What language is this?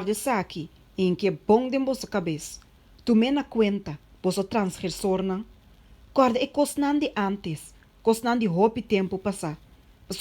Papiamento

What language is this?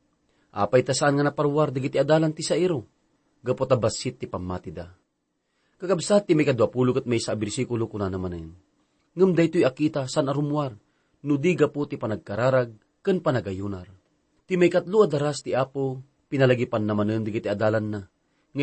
Iloko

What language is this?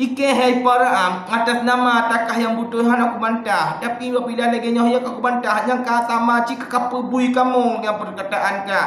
Achinese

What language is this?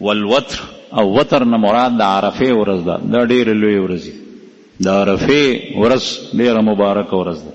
Pashto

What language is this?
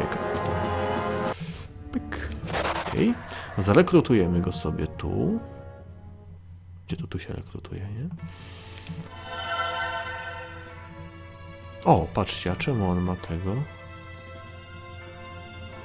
Polish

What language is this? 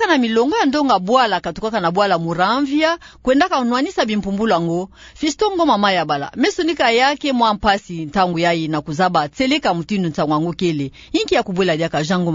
Kituba (Democratic Republic of Congo)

